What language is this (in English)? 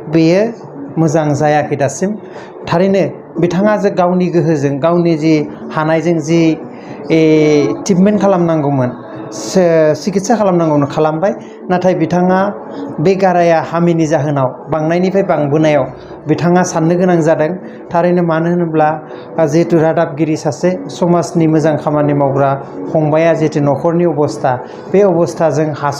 Bodo